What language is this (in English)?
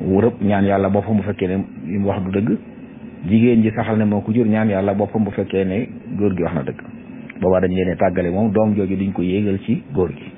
Wolof